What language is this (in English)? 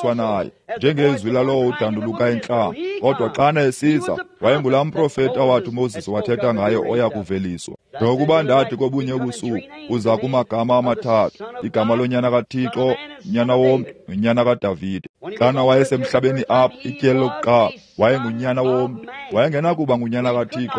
Xhosa